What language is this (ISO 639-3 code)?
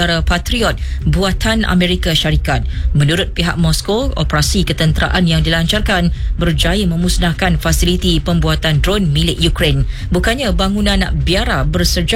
msa